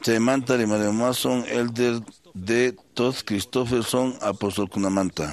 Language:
Quechua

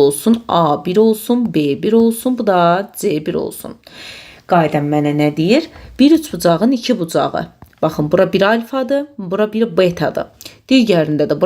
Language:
Azerbaijani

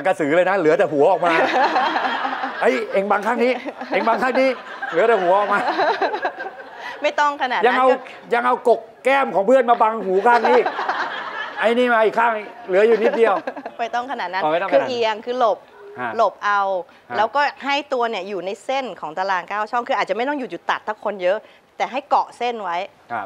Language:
Thai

